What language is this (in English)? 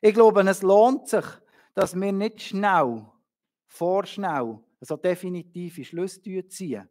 Swiss German